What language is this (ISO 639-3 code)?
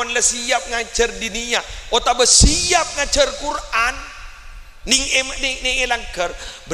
mad